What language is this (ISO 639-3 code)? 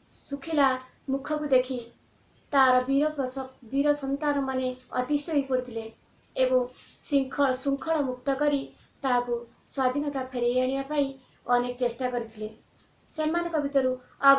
ori